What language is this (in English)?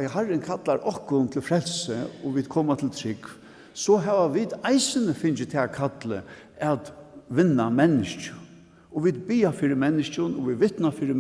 Faroese